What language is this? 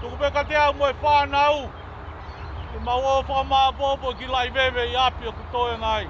Tongan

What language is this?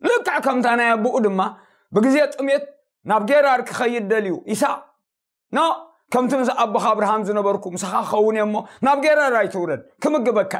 Tigrinya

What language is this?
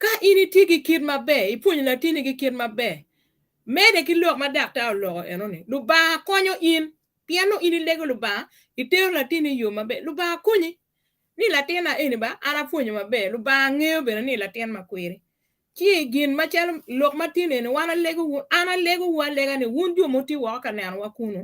Acoli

